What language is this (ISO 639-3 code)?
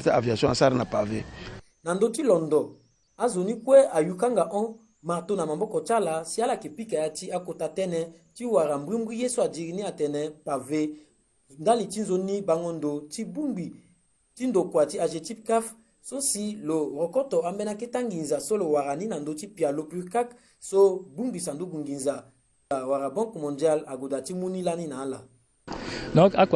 sag